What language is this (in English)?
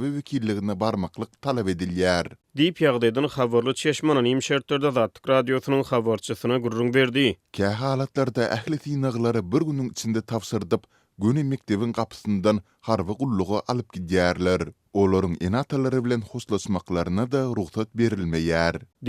Turkmen